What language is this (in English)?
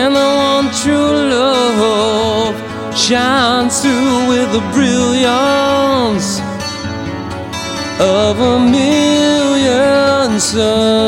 English